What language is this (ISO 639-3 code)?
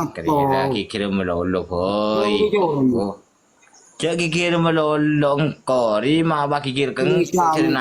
mad